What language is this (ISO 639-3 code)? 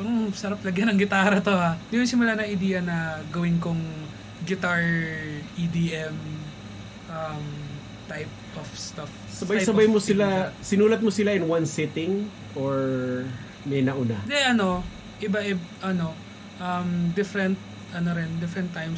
fil